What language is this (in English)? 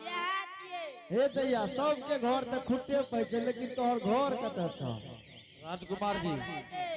Angika